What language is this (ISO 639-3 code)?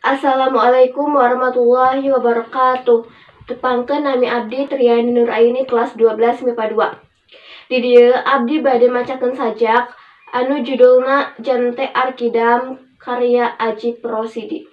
sun